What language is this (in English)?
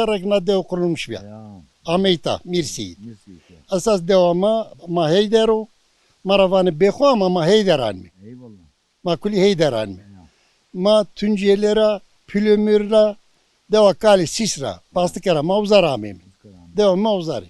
Zaza